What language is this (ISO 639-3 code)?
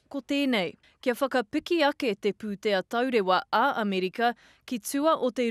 mri